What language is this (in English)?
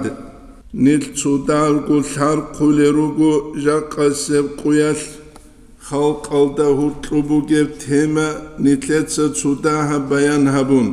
Avaric